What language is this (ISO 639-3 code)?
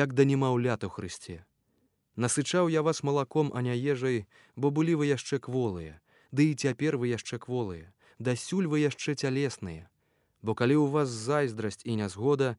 bel